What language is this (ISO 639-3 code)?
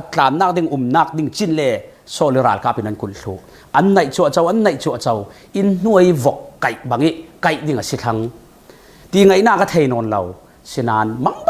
cfm